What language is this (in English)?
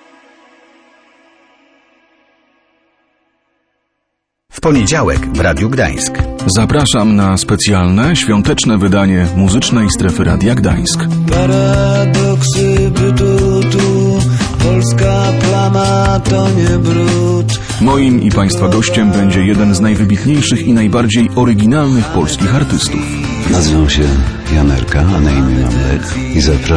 Polish